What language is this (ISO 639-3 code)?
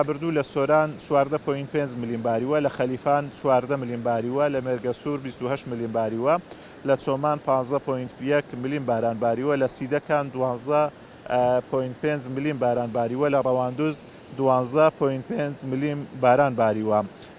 ckb